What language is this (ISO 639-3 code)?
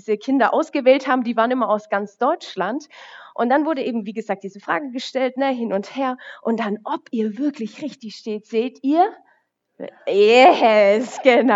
deu